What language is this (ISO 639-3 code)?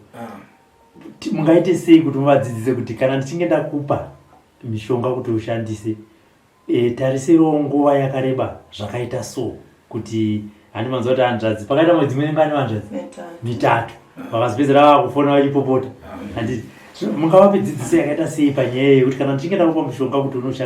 sna